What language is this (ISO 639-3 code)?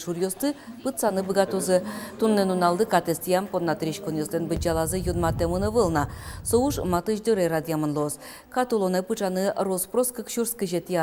udm